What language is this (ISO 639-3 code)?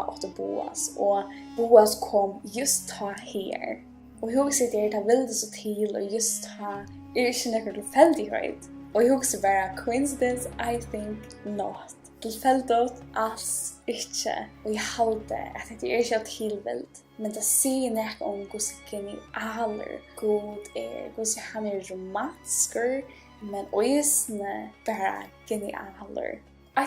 fao